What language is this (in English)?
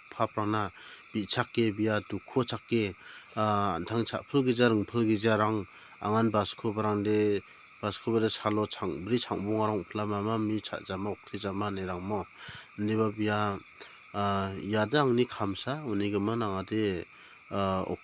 Garo